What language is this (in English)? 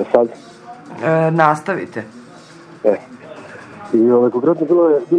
Serbian